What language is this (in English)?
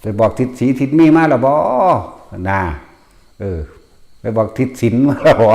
Northeastern Thai